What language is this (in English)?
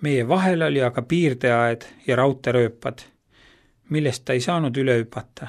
Estonian